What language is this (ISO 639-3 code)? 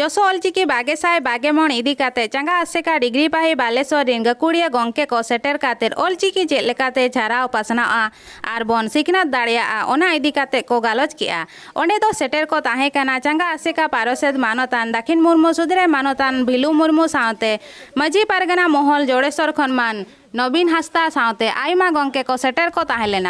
sat